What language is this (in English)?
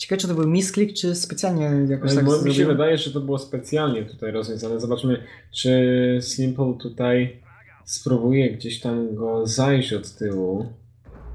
Polish